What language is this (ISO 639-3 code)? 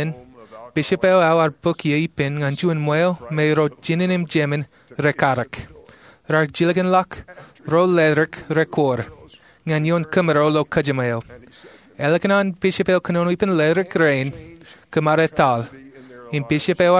mah